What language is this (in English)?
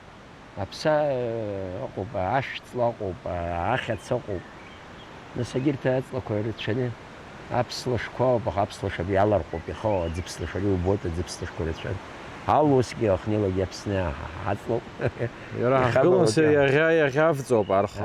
Abkhazian